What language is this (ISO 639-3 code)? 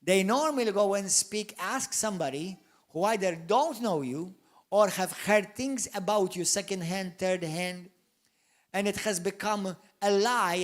eng